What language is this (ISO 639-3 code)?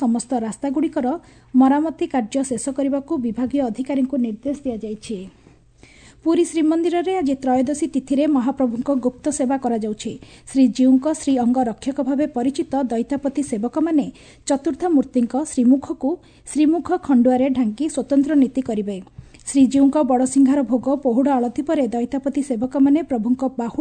ori